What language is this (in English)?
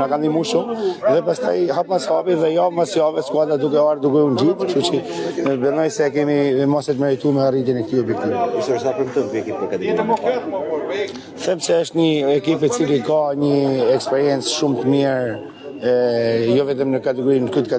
Albanian